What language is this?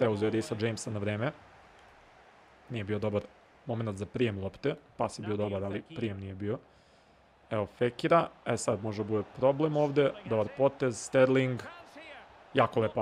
Serbian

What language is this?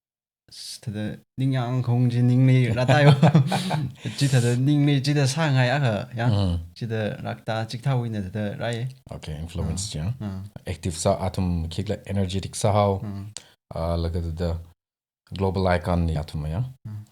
Tangkhul Naga (India)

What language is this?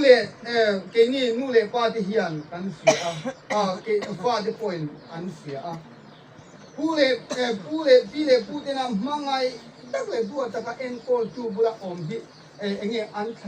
Hmar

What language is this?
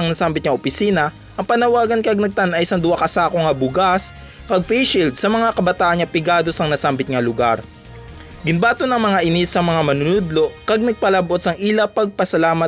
Hiligaynon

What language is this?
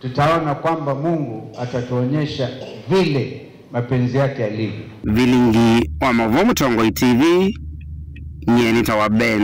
Kamba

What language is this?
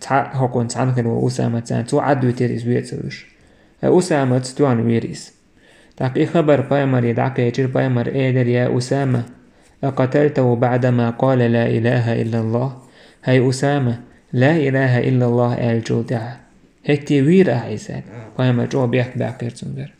Chechen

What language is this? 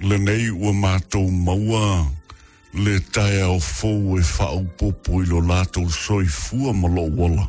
Samoan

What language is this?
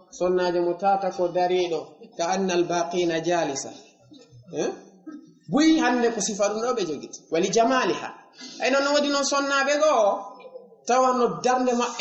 Fula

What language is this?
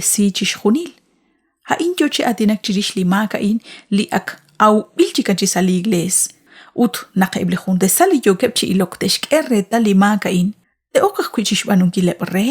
Kekchí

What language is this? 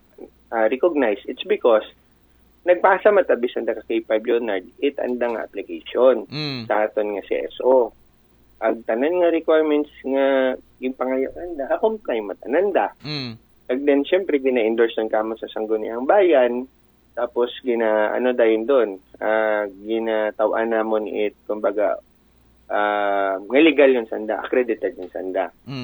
Aklanon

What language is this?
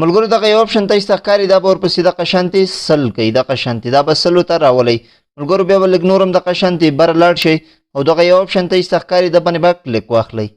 Pashto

